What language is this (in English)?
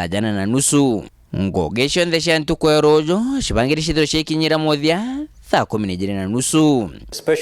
Meru